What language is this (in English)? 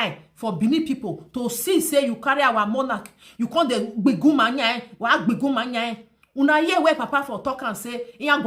Nigerian Pidgin